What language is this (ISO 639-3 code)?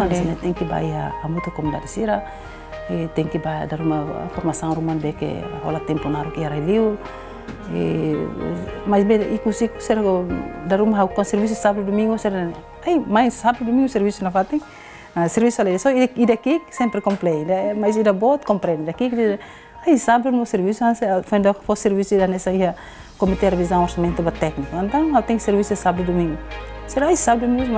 tet